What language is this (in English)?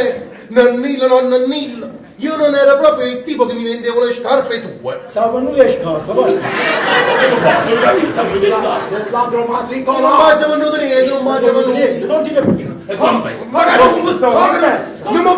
Neapolitan